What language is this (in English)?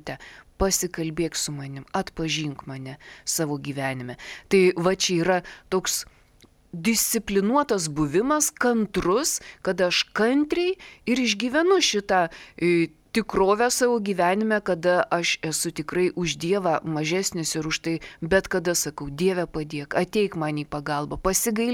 Lithuanian